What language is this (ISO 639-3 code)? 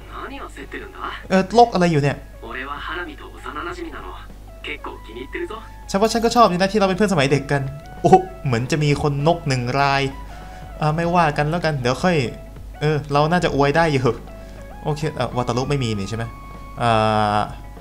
tha